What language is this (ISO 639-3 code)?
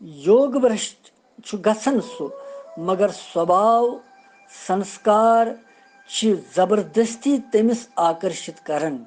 kas